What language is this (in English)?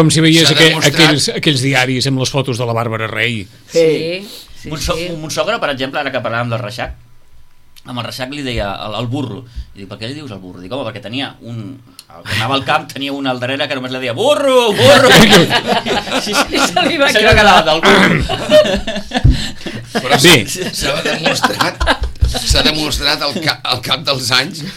Catalan